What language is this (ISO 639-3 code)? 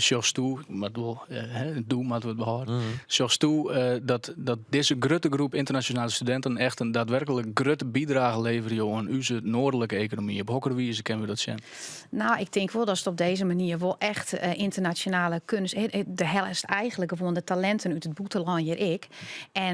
fry